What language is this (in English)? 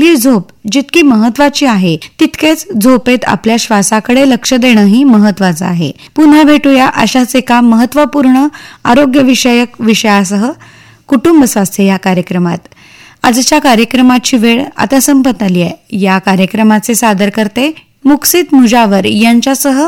Marathi